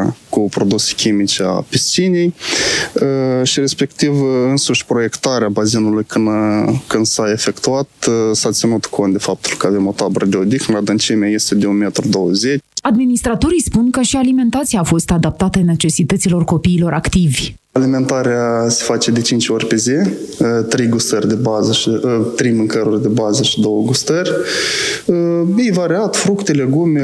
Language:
Romanian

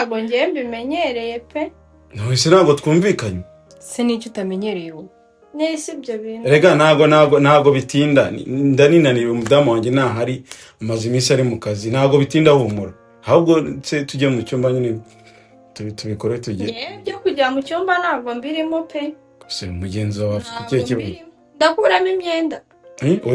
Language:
Kinyarwanda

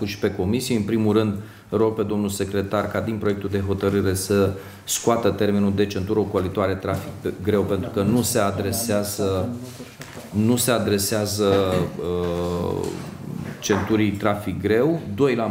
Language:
Romanian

